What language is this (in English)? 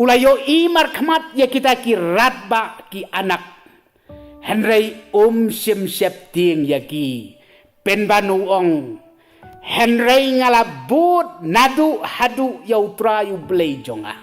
Khasi